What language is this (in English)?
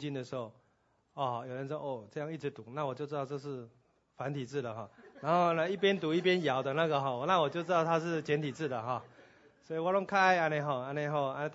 Chinese